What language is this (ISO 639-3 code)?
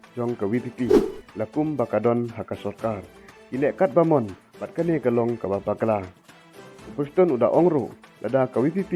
kha